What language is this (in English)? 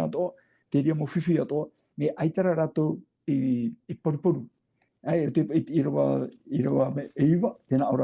Tahitian